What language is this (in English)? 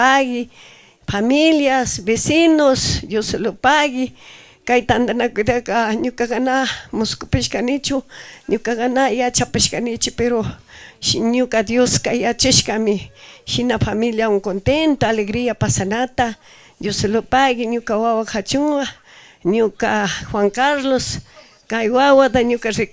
Chimborazo Highland Quichua